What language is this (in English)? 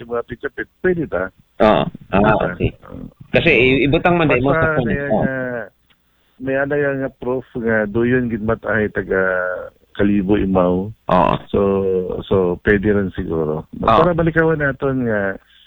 Aklanon